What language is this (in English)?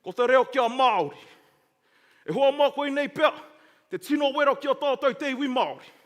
Māori